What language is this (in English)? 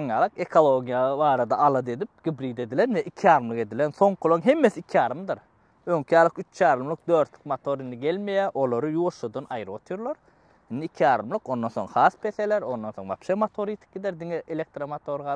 Turkmen